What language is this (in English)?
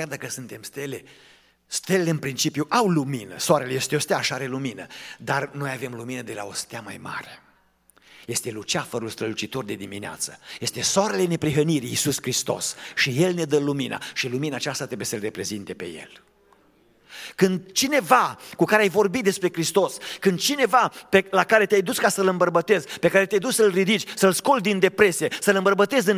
Romanian